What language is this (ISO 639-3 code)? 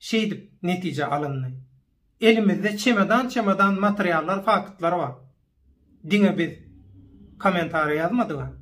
tuk